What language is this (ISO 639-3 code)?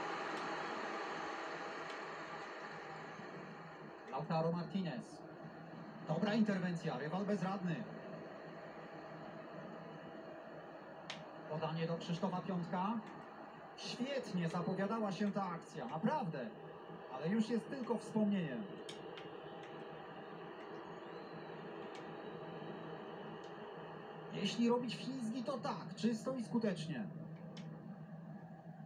pol